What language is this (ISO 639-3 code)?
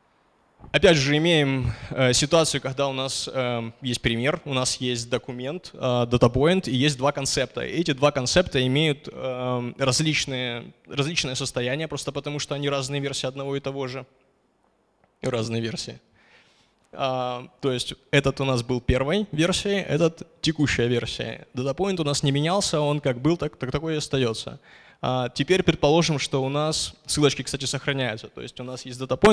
rus